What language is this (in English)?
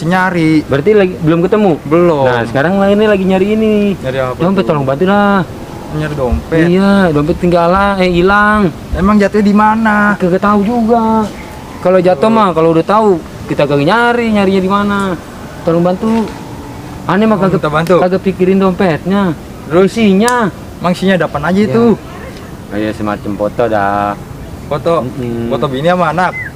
Betawi